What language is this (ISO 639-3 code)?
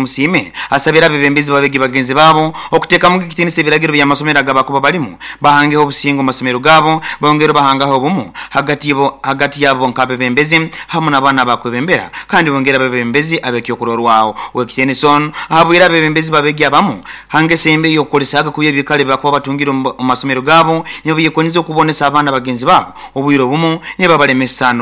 nyo